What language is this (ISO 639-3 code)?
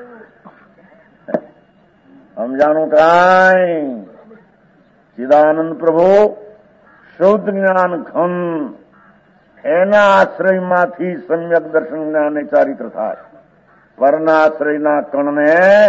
guj